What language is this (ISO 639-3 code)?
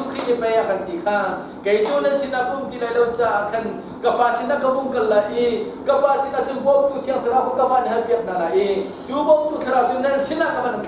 cnh